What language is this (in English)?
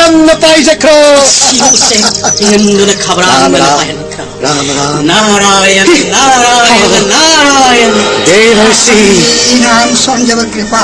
Manipuri